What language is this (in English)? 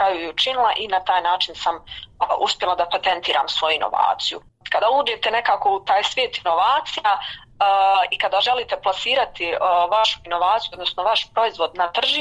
Bosnian